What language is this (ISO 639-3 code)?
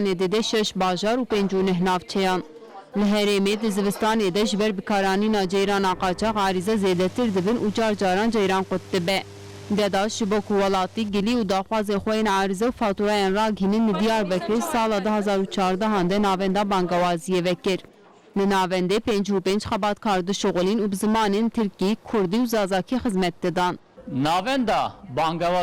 kur